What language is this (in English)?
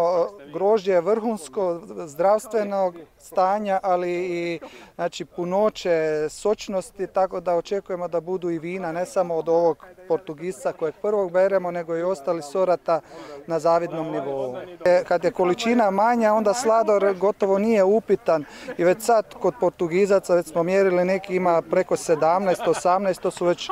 Croatian